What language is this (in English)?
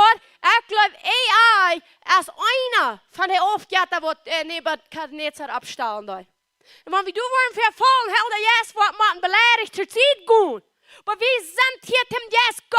Plautdietsch